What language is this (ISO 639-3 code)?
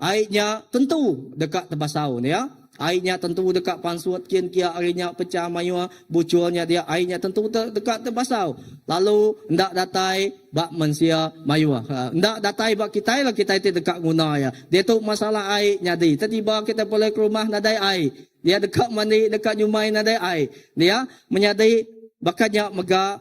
iba